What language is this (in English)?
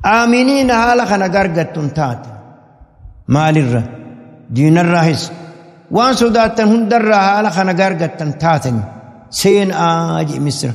Oromo